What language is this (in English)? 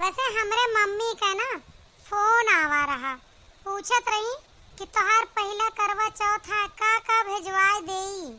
Awadhi